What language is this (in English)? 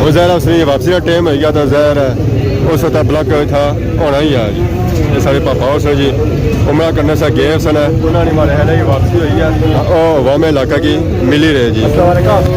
Pahari-Potwari